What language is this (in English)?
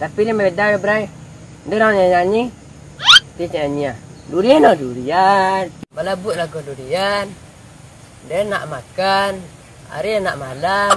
Minangkabau